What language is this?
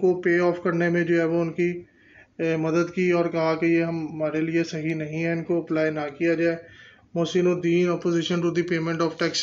Hindi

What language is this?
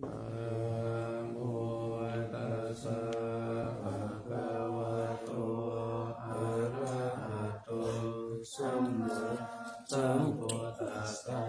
Pali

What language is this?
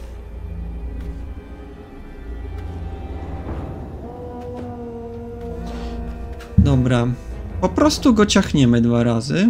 Polish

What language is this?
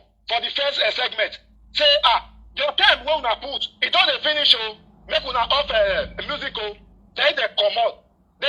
Nigerian Pidgin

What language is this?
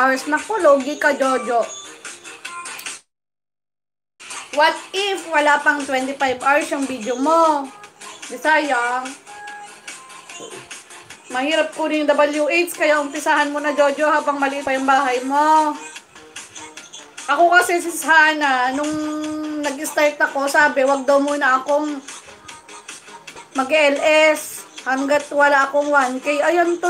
Filipino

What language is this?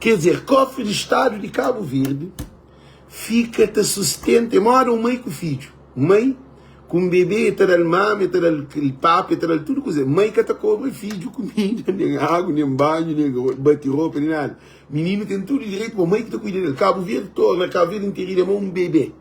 Kabuverdianu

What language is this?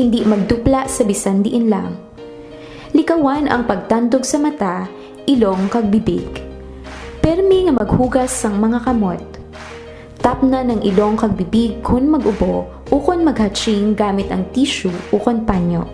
Hiligaynon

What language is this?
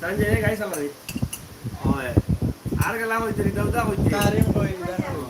Sylheti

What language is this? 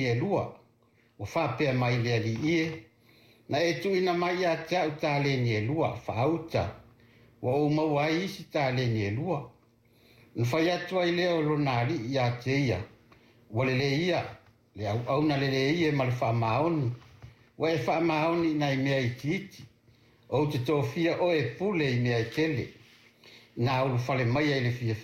Samoan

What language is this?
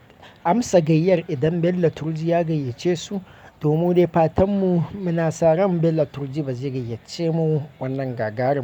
Hausa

